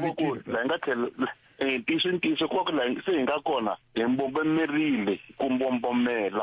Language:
Tsonga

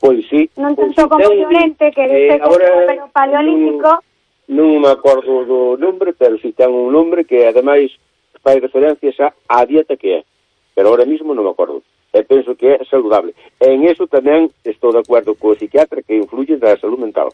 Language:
Galician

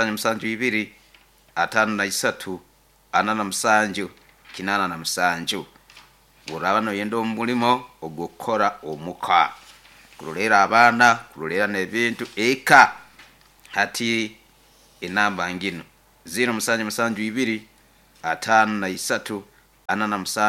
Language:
Nyoro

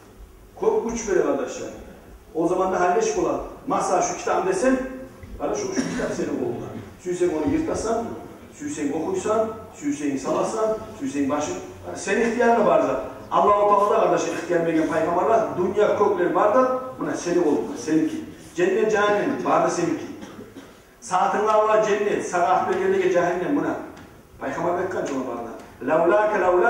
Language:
Kumyk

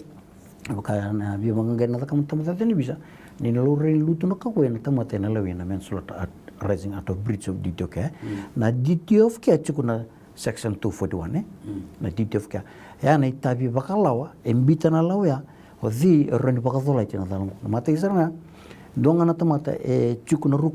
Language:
Fijian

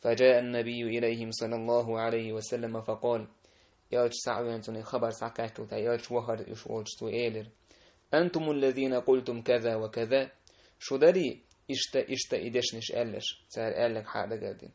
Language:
Chechen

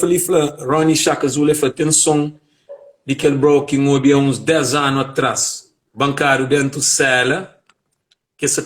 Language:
Kabuverdianu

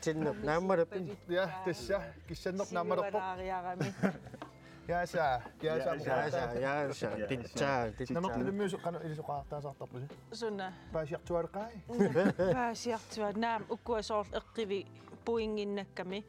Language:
Kalaallisut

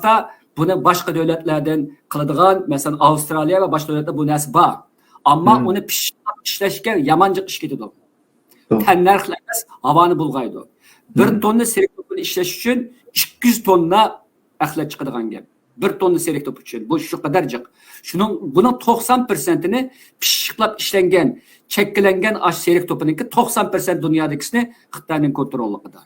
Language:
Uyghur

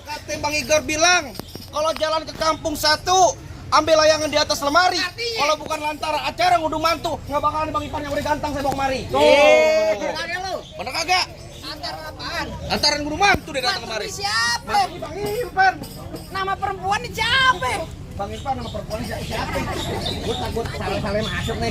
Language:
Betawi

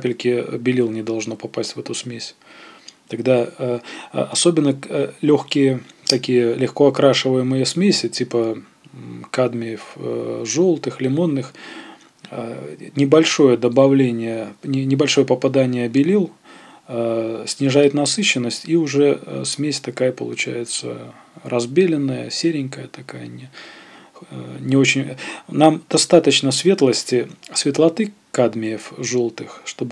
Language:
Russian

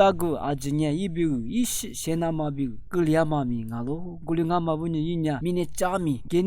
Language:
Lisu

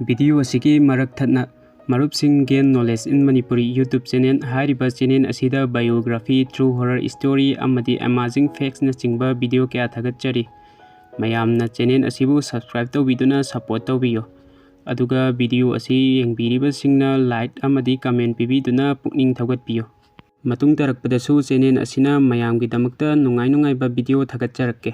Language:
Manipuri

